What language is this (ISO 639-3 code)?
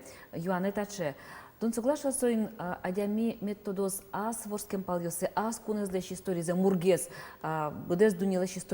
udm